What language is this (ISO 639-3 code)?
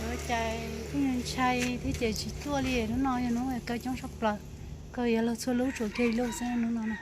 hmn